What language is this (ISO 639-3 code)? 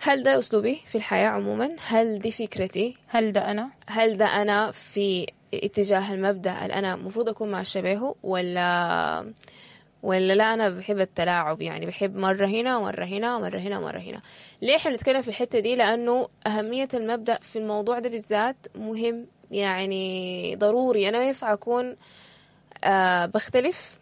apd